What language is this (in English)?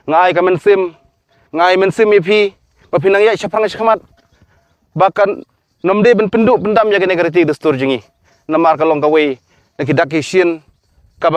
Khasi